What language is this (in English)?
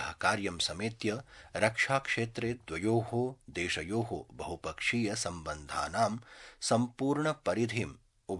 Sanskrit